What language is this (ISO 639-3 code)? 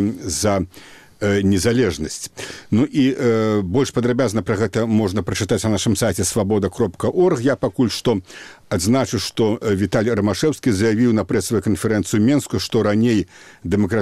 bel